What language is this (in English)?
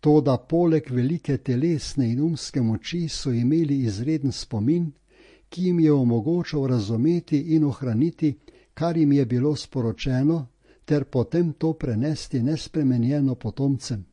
Slovenian